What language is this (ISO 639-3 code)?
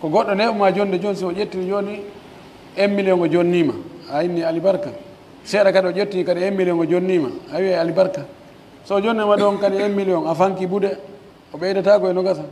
fuf